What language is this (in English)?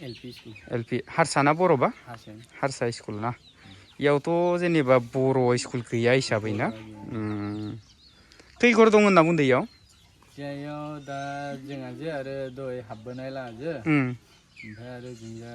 Bodo